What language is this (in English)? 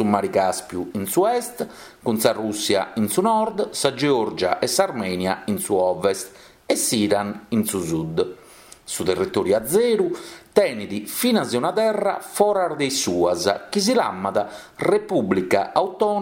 Sardinian